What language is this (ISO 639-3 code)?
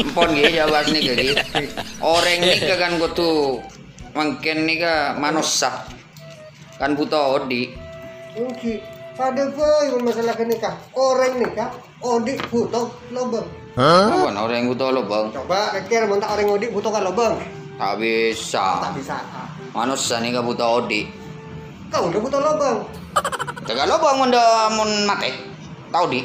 mad